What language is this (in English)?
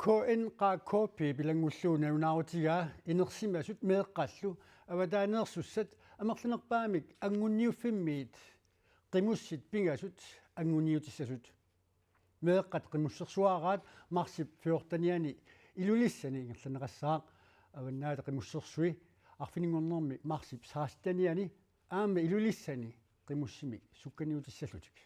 Kalaallisut